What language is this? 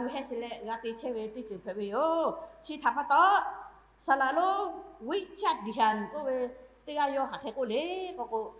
Lahu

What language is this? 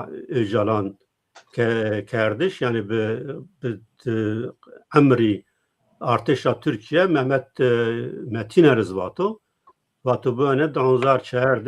Zaza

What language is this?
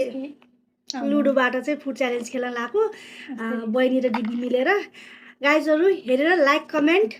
Nepali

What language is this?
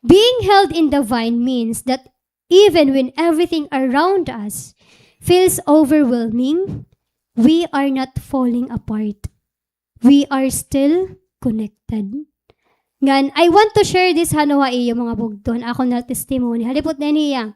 Waray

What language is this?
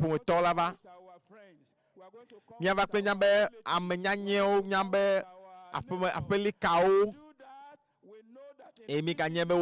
Ewe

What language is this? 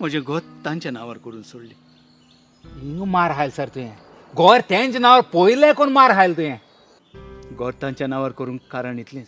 Konkani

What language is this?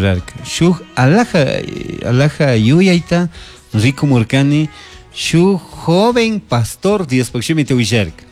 Chimborazo Highland Quichua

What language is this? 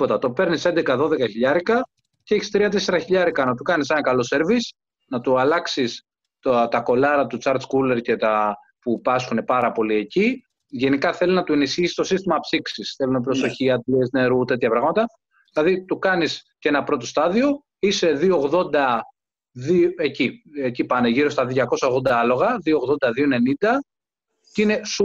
Greek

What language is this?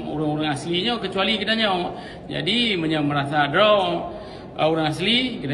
Achinese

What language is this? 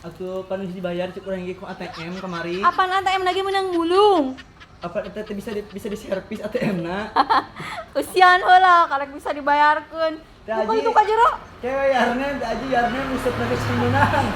Sundanese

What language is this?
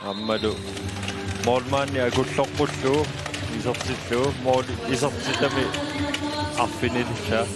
Kalaallisut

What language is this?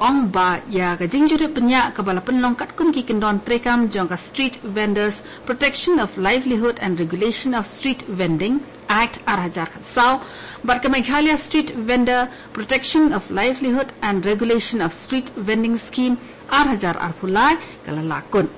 Khasi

